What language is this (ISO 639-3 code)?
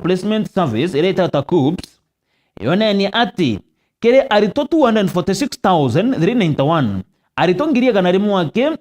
mer